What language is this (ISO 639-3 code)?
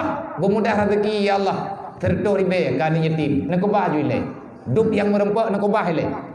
ace